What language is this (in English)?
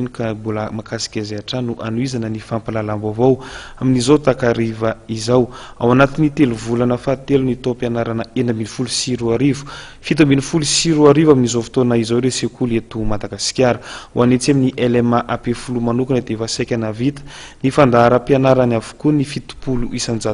Malagasy